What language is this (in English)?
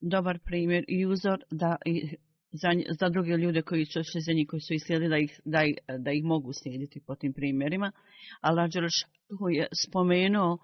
Bosnian